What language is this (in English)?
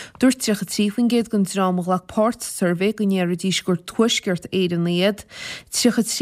Irish